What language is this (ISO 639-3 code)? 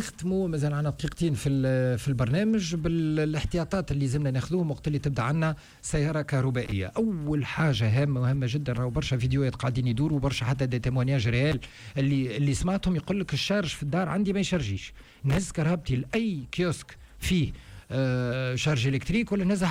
aeb